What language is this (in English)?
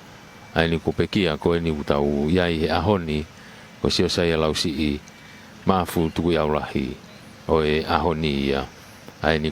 Tongan